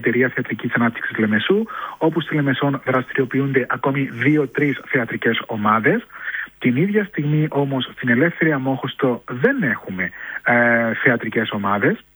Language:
Greek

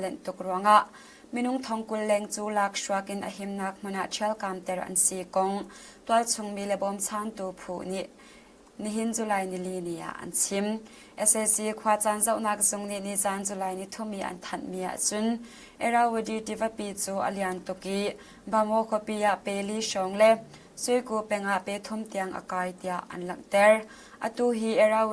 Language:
Hakha Chin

